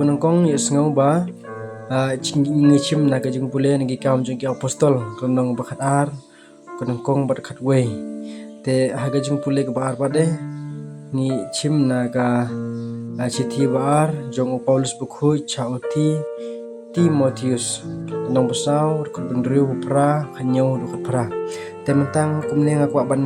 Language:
Khasi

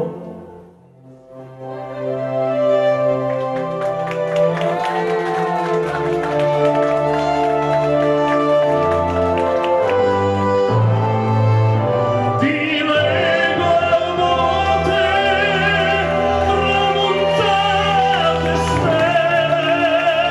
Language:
Romanian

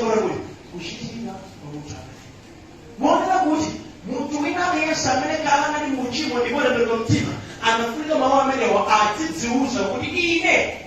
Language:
Nyanja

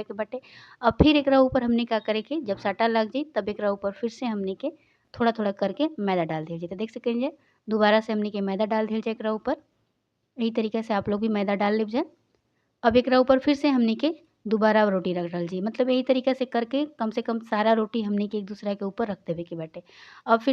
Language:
Bhojpuri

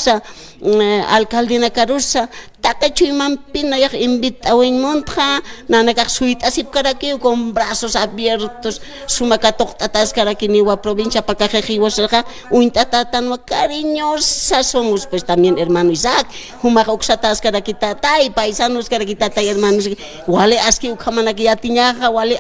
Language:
Aymara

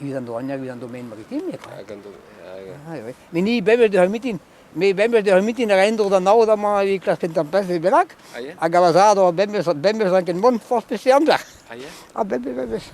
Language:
Breton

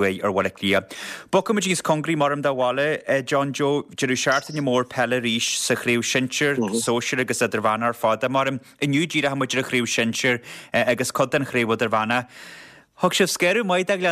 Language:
Irish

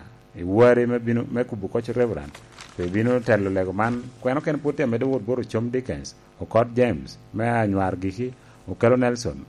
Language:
Lango (Uganda)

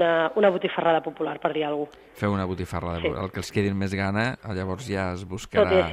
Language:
Catalan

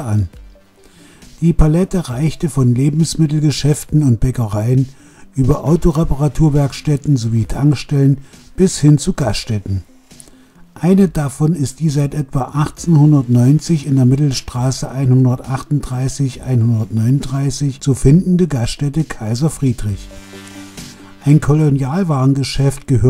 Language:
German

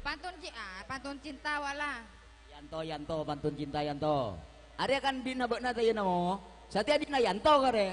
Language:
Madurese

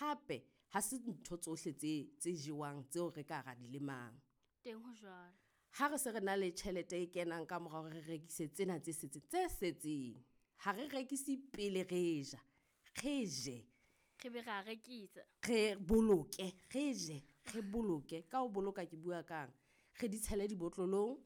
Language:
Southern Sotho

